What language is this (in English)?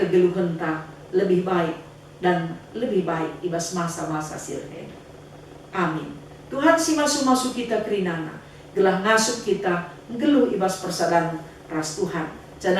Batak Karo